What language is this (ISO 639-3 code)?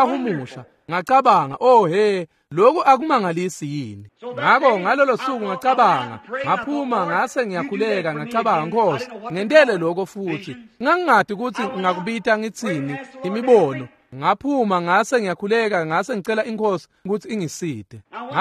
ssw